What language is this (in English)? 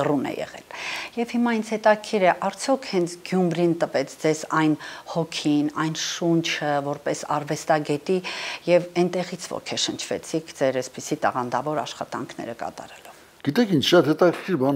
Armenian